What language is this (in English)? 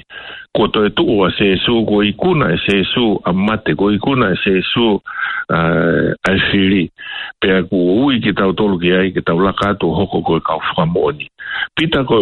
Tongan